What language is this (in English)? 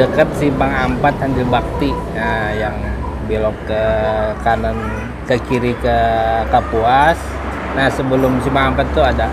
Banjar